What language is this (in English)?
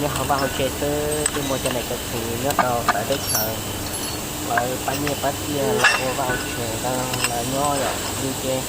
Hmong